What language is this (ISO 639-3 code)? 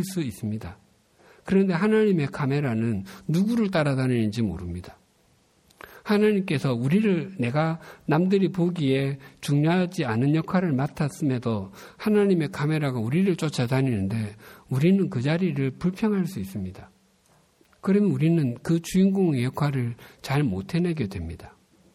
kor